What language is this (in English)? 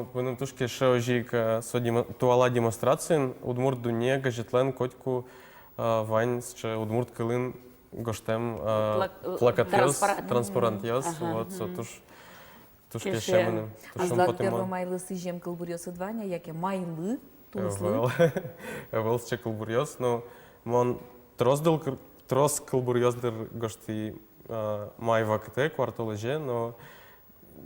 Udmurt